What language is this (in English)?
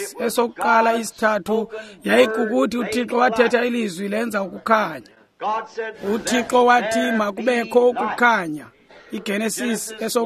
Xhosa